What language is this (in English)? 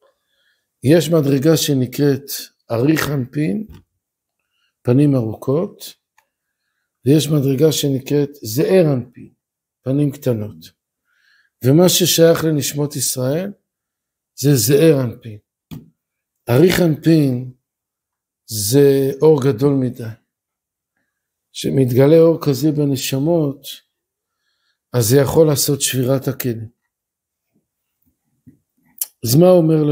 Hebrew